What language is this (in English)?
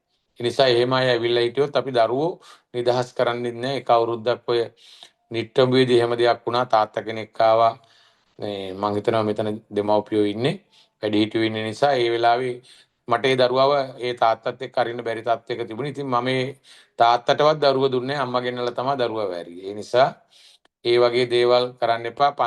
Sinhala